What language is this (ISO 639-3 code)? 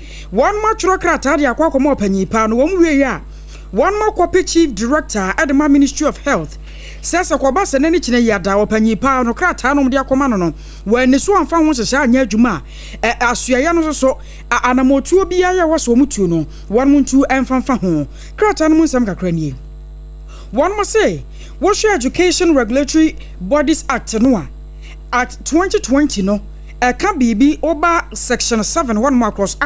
aka